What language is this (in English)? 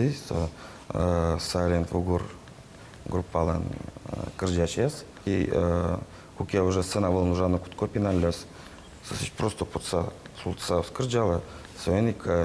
Udmurt